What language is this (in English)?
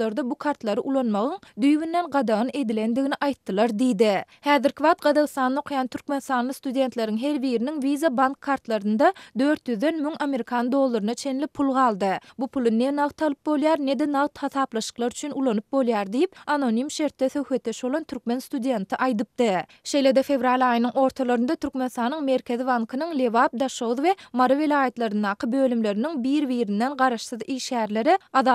Turkmen